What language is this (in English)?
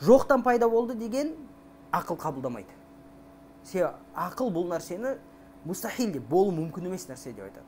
Kazakh